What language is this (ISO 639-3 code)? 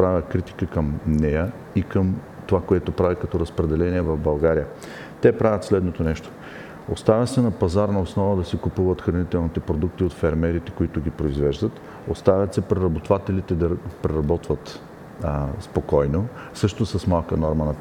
bul